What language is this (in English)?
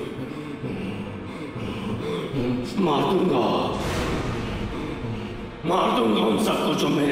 Hindi